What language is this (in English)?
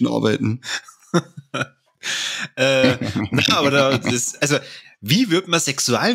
Bavarian